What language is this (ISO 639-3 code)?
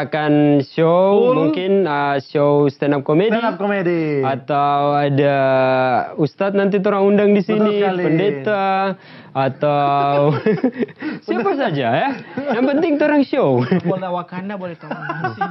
xmm